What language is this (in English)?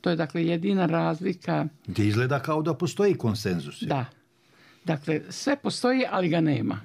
Bosnian